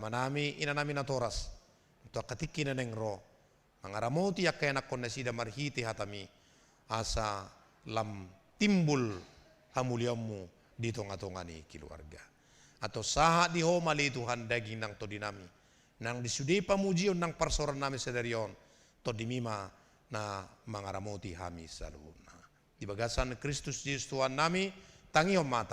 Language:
Batak Toba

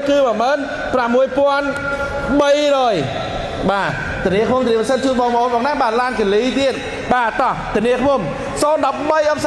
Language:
Khmer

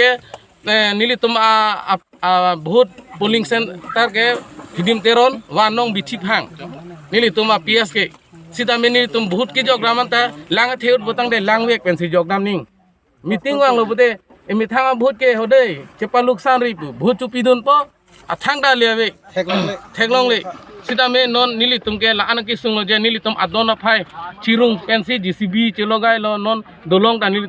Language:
Karbi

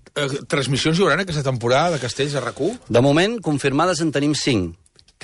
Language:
Catalan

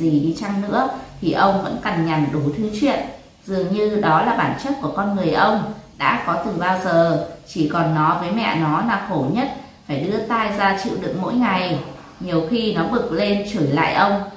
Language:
Vietnamese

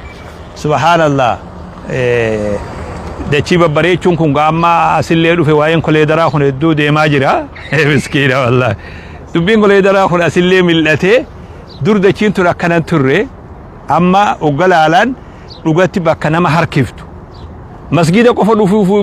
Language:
Oromo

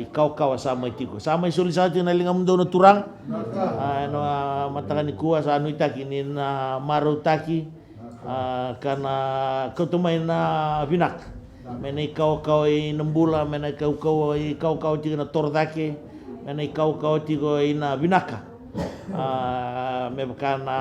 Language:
Fijian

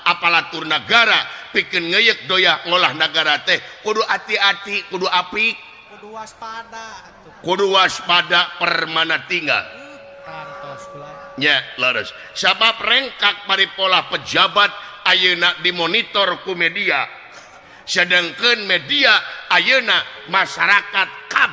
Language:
Sundanese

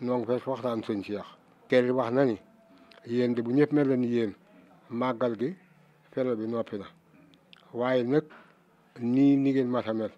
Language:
Wolof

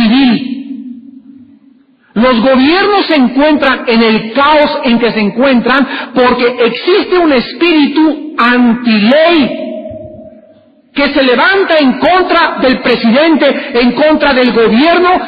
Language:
Spanish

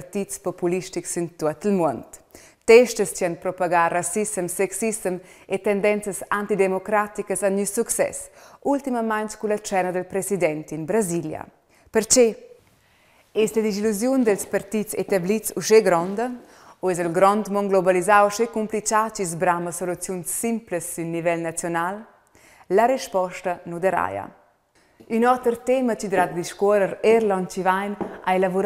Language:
Romansh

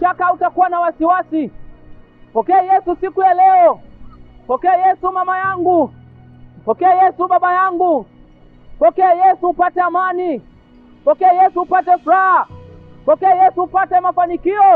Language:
Swahili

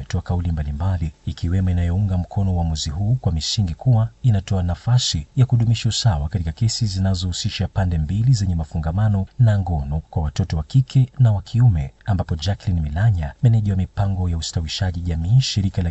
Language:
Swahili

